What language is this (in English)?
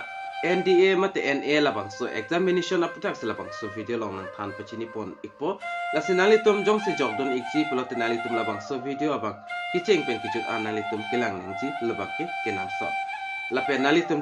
Karbi